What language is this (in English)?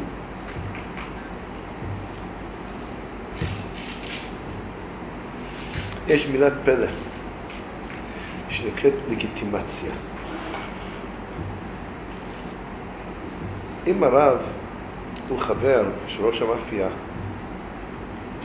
Hebrew